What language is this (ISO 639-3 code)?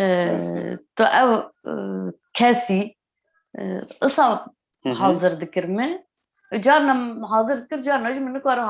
kur